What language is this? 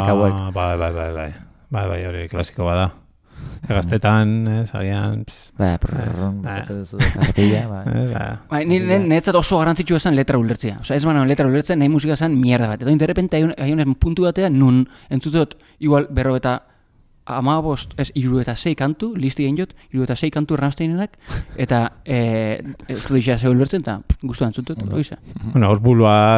Basque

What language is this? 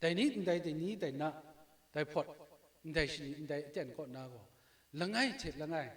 Kachin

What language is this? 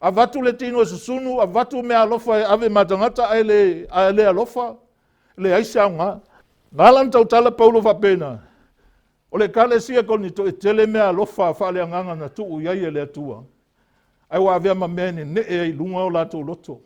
Samoan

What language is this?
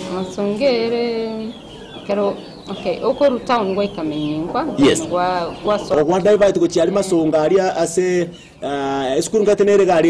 Gusii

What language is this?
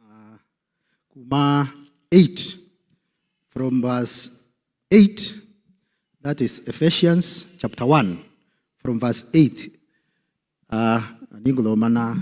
Kikuyu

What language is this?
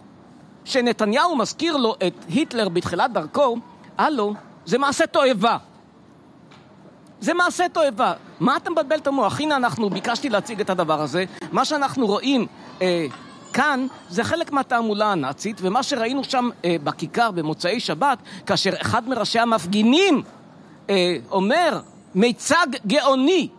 Hebrew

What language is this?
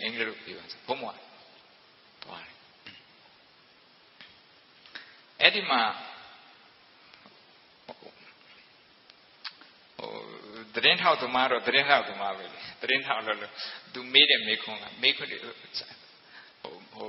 Burmese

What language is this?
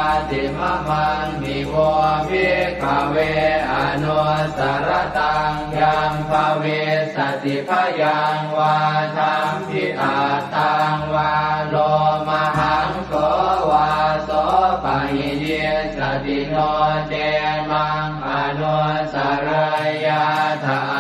Pali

